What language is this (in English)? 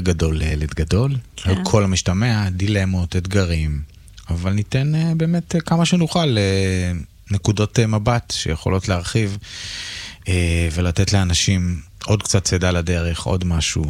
Hebrew